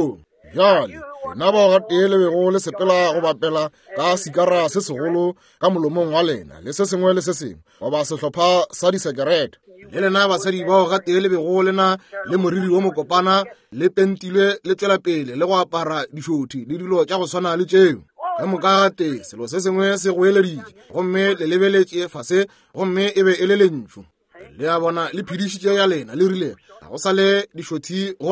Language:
Northern Sotho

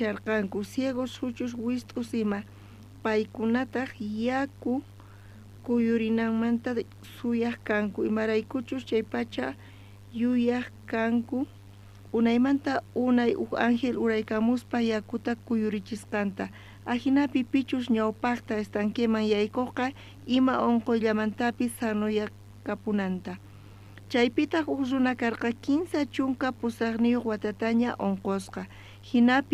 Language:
South Bolivian Quechua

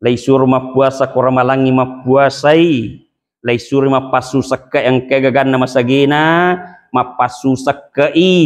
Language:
Buginese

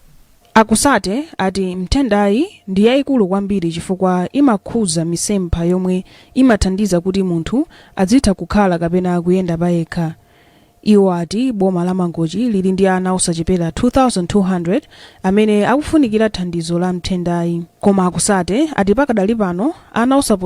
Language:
Nyanja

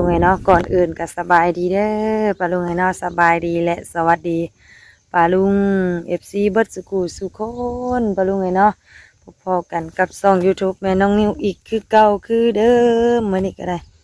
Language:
Lao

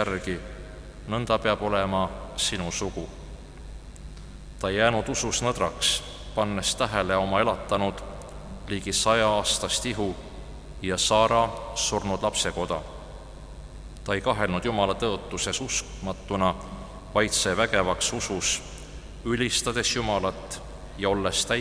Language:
Estonian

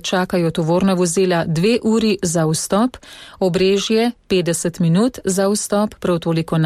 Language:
Slovenian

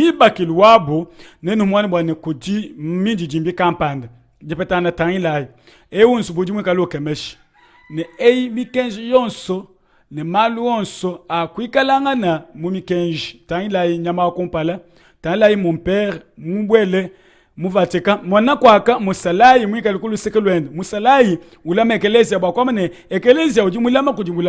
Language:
Luba-Lulua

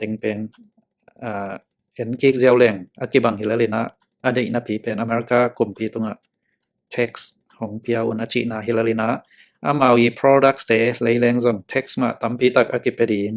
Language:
Tedim Chin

